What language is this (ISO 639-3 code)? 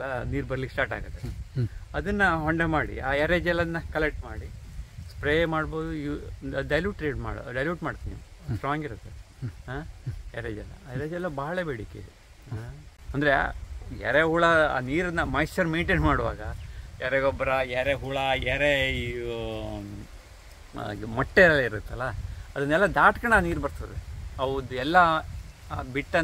kan